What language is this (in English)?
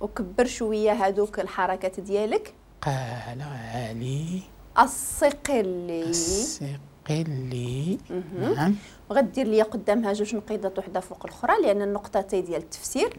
Moroccan Arabic